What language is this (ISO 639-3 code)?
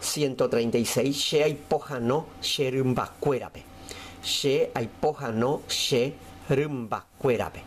grn